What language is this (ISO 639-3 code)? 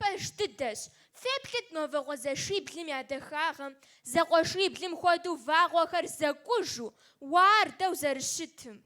kbd